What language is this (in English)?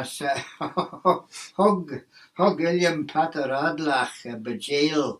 Manx